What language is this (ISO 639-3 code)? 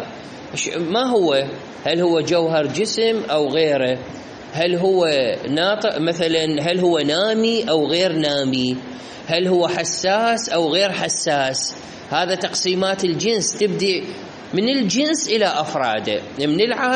acm